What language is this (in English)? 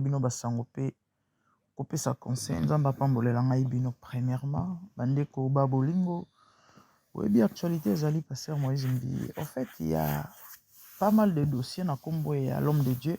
Lingala